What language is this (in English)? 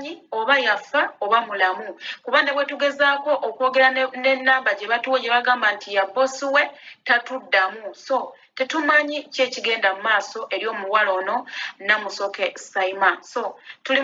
Ganda